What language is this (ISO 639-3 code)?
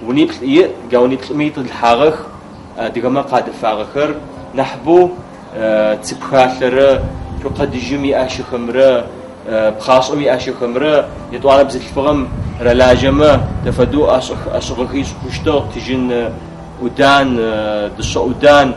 ady